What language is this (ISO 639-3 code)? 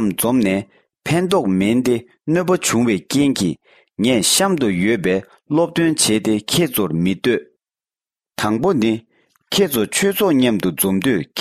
bod